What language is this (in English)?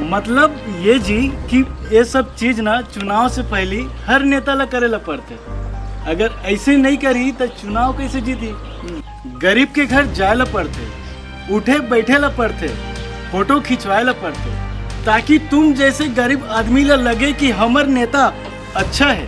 Chhattisgarhi